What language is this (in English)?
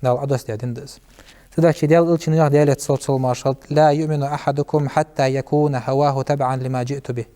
Ingush